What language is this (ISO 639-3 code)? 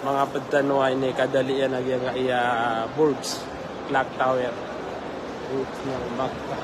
mrw